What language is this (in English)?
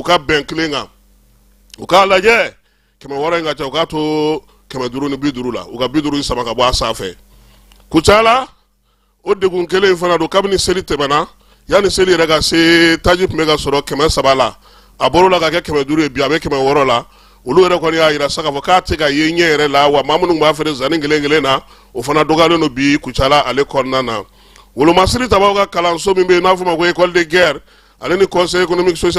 Bambara